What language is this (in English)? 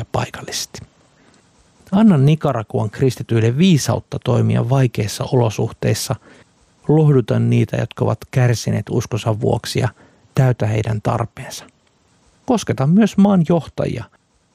Finnish